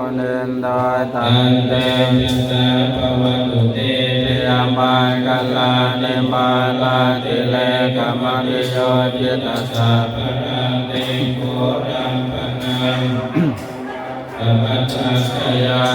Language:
Pali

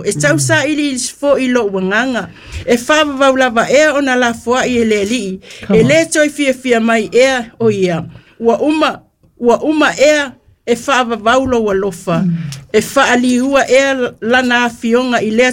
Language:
Samoan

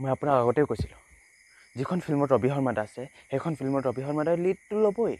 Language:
Assamese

